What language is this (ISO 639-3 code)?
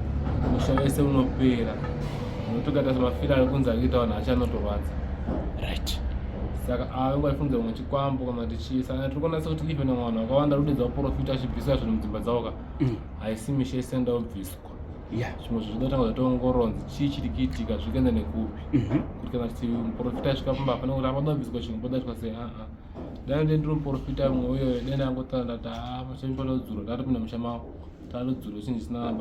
sna